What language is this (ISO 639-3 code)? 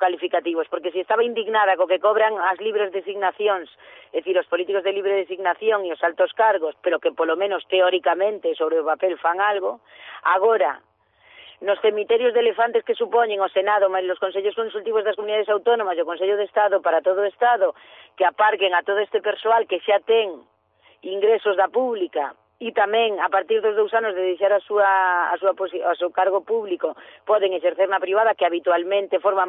glg